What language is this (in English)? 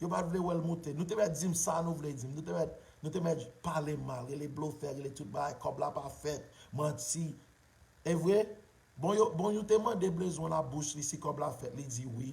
Haitian Creole